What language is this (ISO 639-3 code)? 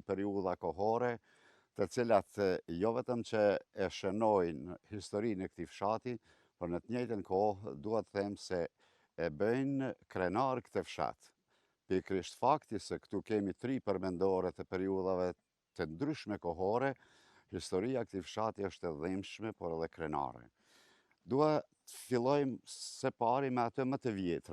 sqi